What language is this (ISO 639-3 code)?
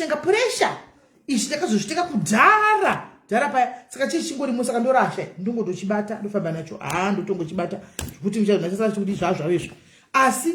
sna